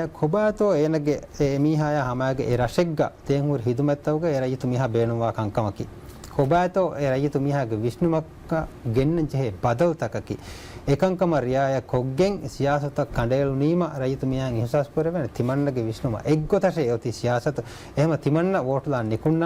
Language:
Divehi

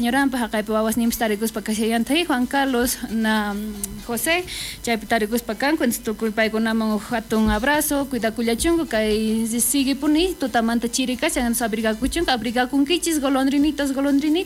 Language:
South Bolivian Quechua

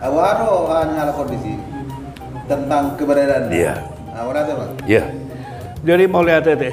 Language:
Batak Toba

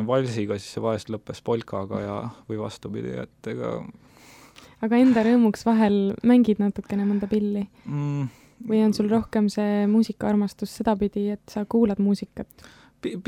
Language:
Estonian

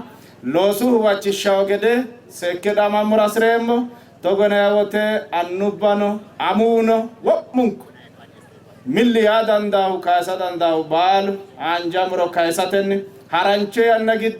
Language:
Sidamo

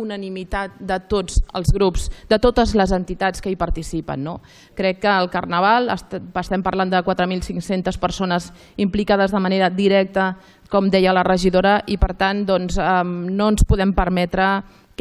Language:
Catalan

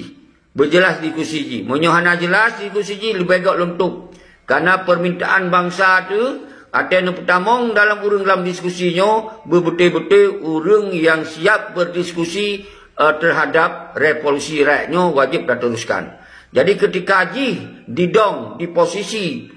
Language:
Achinese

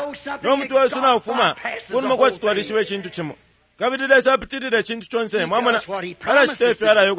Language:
Bemba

